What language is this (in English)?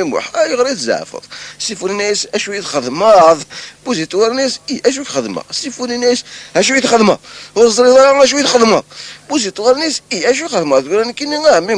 Kabyle